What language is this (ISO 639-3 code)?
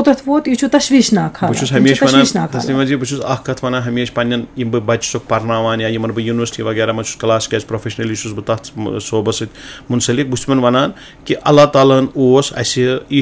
kas